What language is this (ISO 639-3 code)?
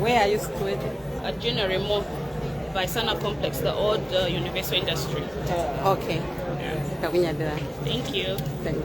nya